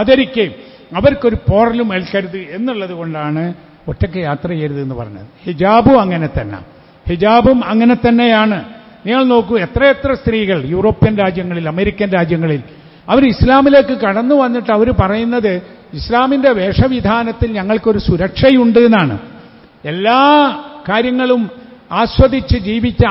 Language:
Malayalam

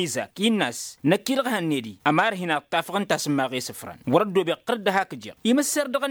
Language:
Tamasheq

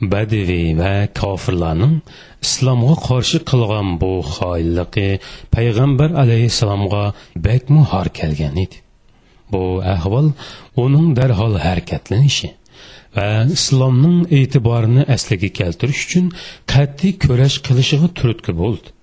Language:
Uyghur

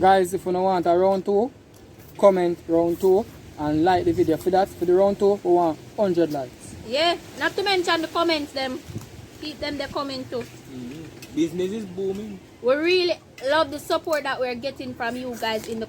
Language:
Jamaican Creole English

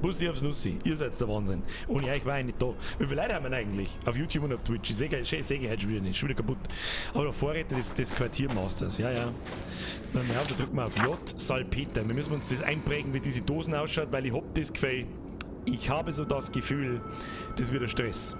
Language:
Bavarian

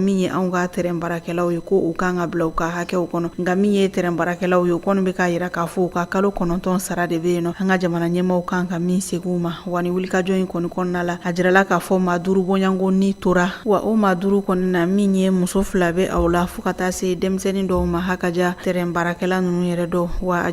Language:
Bambara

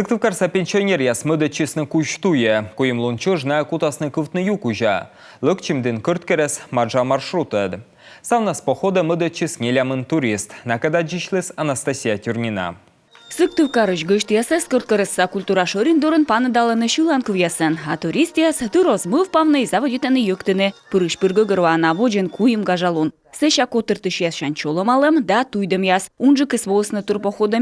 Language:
Komi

